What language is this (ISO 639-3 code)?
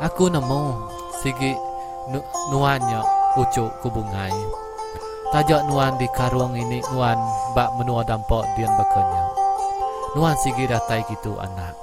iba